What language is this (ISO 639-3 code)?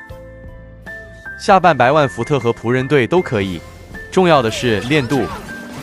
zho